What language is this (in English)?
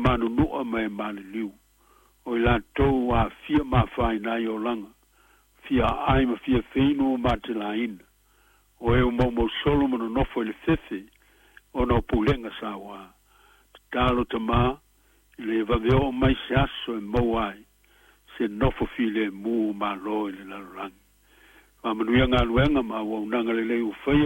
Samoan